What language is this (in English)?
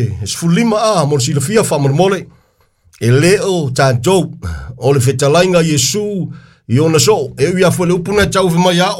Samoan